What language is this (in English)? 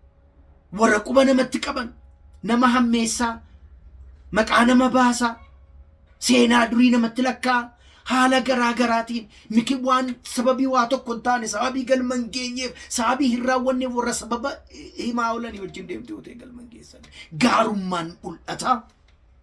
Oromo